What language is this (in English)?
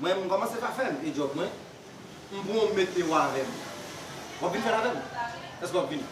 Haitian Creole